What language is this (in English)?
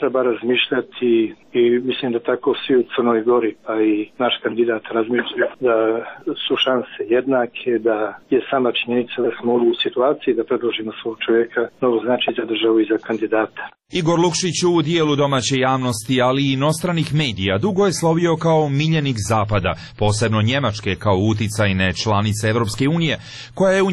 Serbian